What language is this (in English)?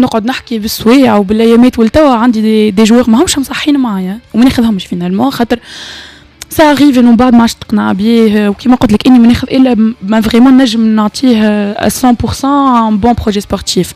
Tunisian Arabic